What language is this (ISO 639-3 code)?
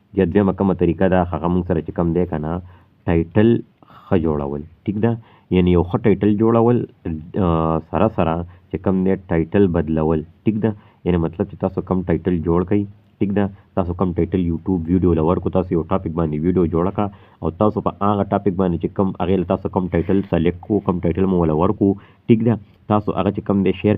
pus